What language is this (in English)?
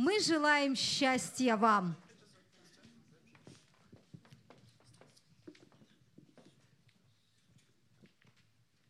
Russian